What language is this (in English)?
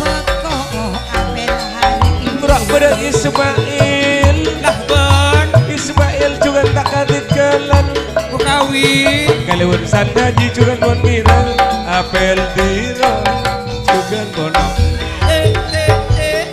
Madurese